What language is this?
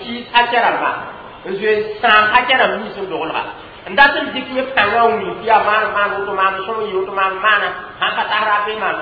Mossi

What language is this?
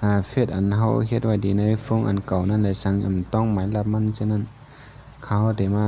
Shan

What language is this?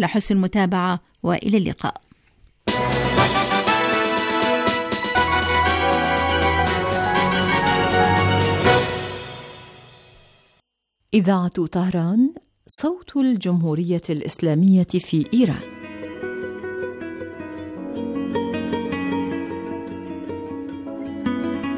Arabic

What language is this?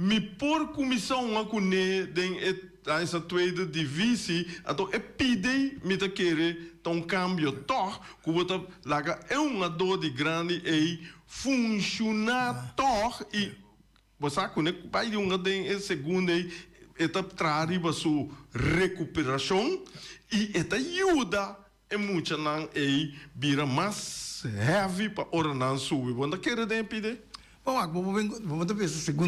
Papiamento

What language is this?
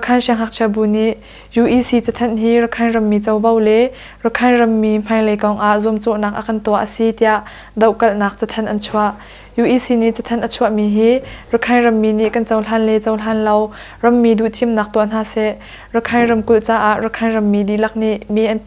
Hakha Chin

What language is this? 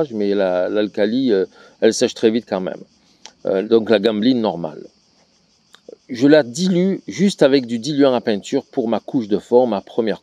French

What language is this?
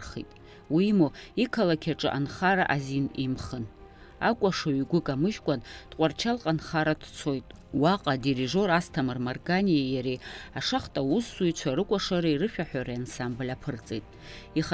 Abkhazian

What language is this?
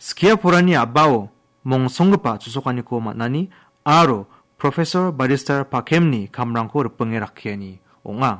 Garo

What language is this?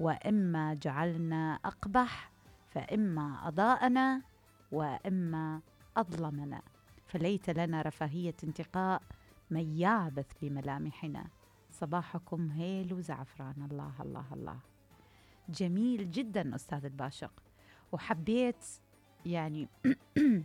Mesopotamian Arabic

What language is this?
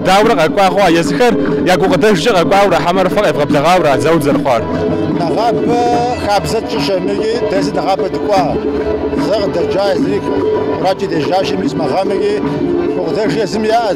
Kabardian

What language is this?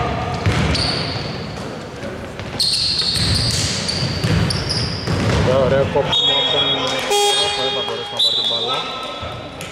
Greek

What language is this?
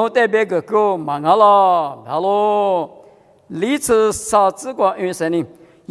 Lisu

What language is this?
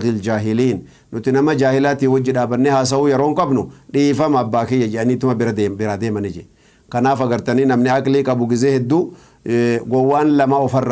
Oromo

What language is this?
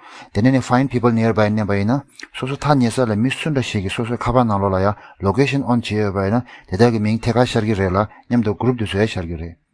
Tibetan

